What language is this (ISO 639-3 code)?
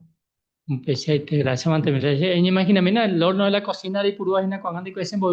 grn